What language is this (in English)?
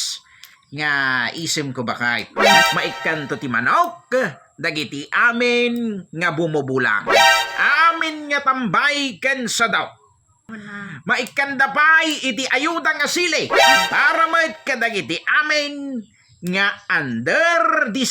Iloko